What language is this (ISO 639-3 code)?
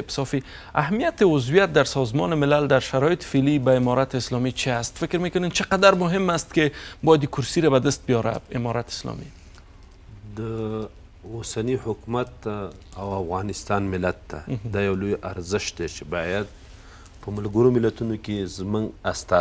fas